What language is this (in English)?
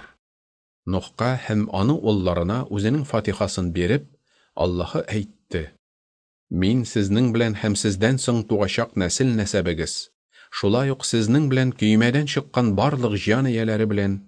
Tatar